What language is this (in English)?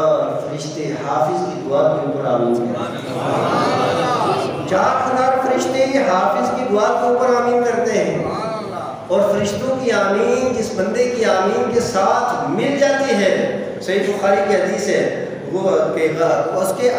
Urdu